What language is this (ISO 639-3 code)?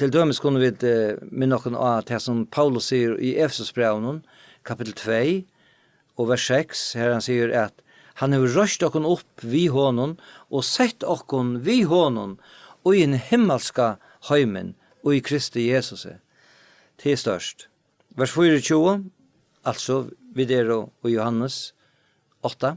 fao